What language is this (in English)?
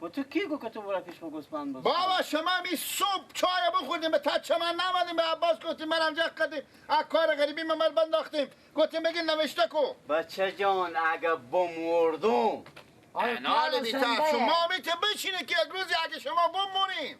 Persian